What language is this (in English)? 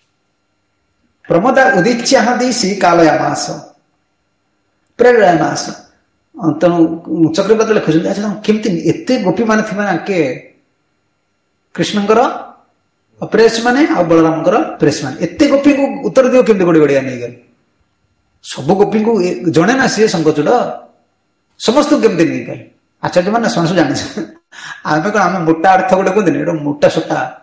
Odia